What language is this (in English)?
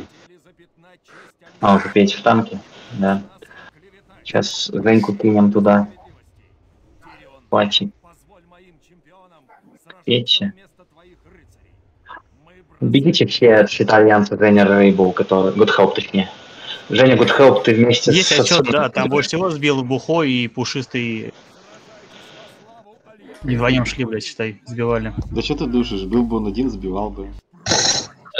Russian